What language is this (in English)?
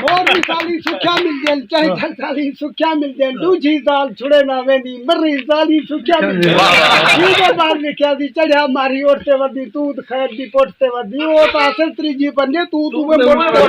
Saraiki